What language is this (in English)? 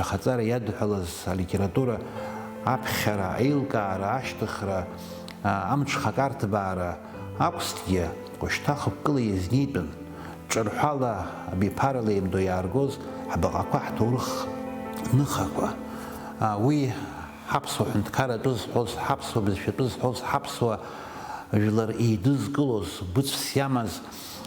Abkhazian